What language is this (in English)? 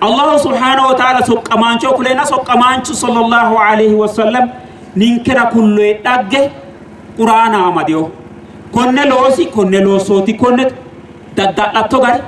Sidamo